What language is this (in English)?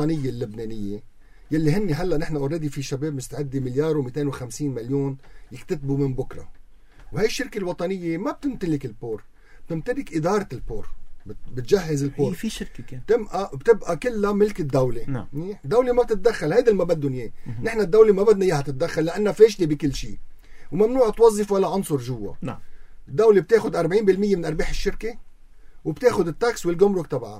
North Levantine Arabic